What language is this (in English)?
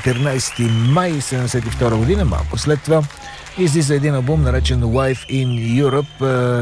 Bulgarian